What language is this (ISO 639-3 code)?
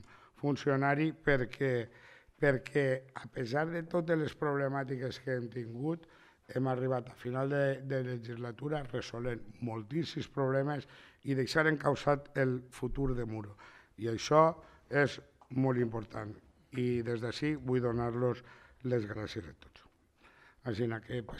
cat